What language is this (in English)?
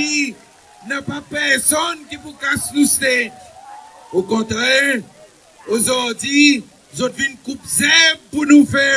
Seselwa Creole French